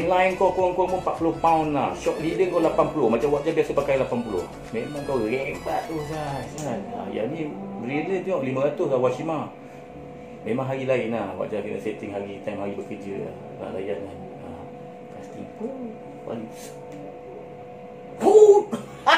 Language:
Malay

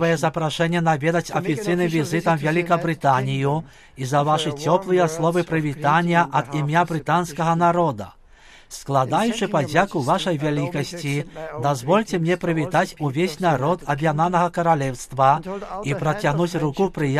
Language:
Belarusian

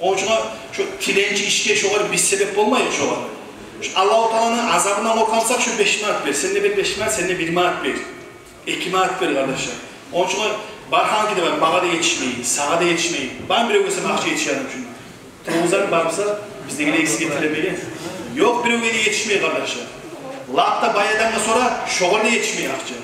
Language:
Kumyk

